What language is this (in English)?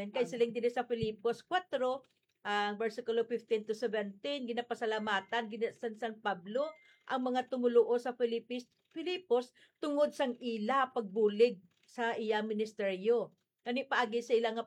Hiligaynon